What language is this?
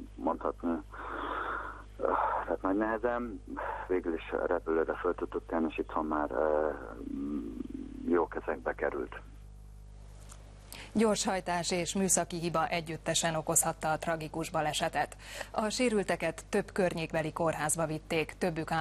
Hungarian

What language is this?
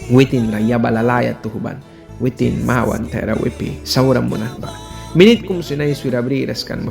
Mískito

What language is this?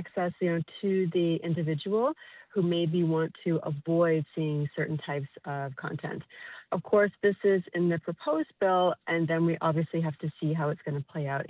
English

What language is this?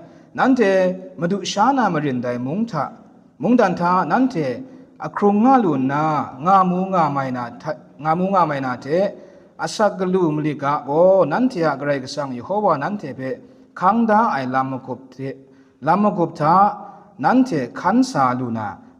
Kachin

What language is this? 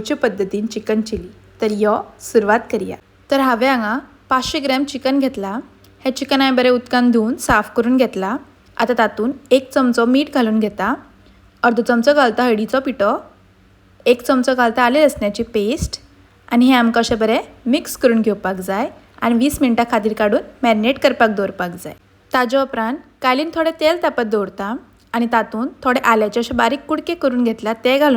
Konkani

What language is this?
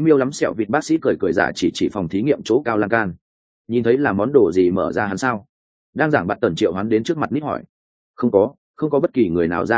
Vietnamese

